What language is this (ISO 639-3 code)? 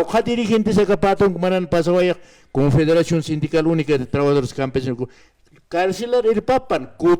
aym